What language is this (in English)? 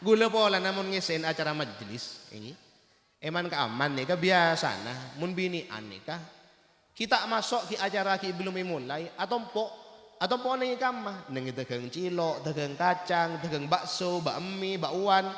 Madurese